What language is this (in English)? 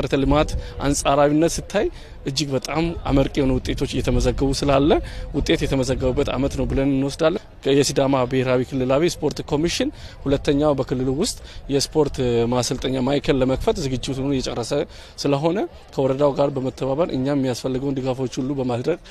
Amharic